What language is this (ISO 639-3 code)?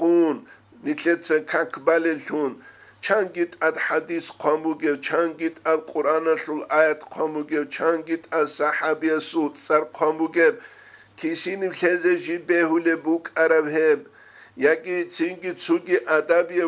ava